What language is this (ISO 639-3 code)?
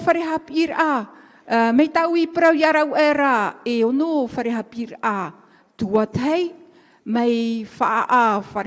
tah